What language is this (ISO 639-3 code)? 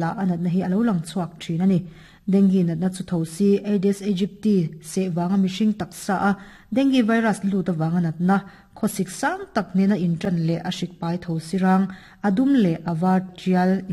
lus